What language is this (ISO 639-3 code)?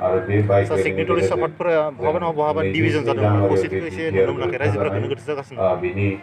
brx